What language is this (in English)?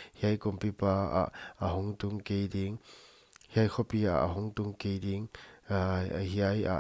Paite Chin